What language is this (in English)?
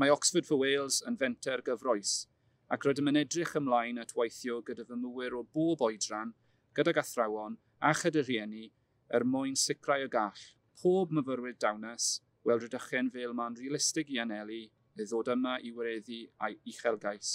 Welsh